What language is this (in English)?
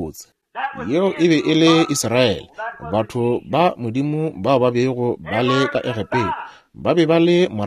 Northern Sotho